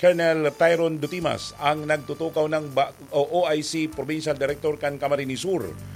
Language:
Bikol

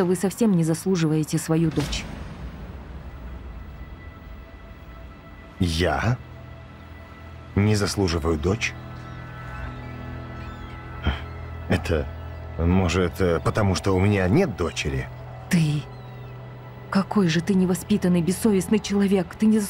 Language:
Russian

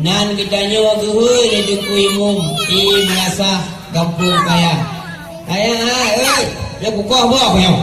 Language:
Achinese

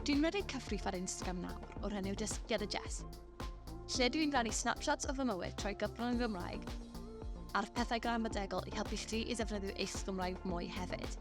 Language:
Welsh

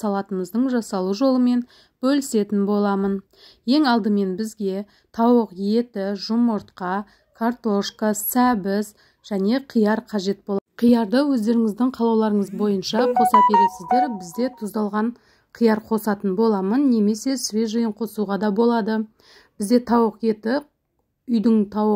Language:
Kazakh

